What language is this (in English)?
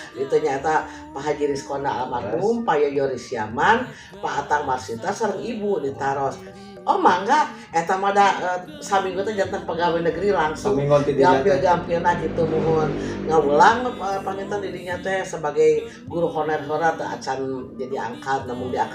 Sundanese